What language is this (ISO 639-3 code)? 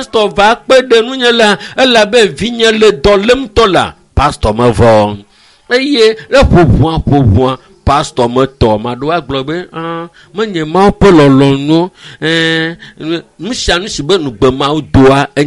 ewe